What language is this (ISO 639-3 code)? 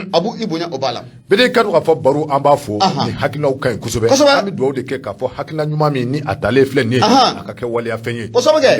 bam